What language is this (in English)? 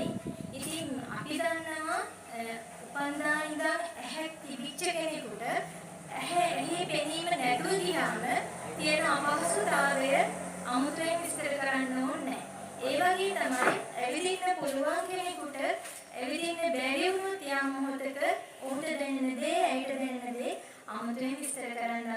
Sinhala